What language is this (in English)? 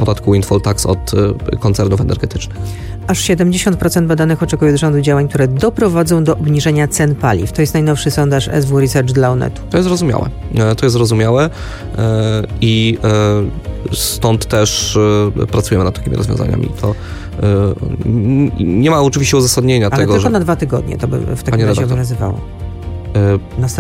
Polish